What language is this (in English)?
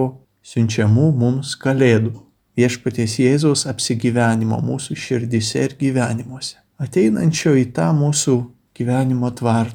Lithuanian